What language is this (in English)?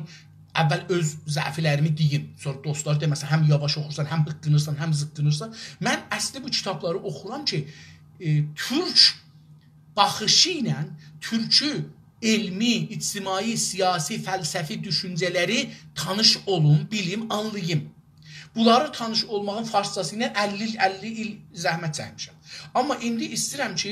South Azerbaijani